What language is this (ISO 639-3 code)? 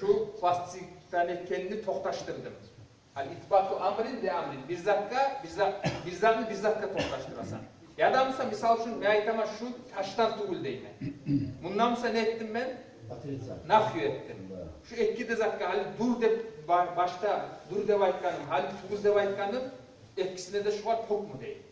kum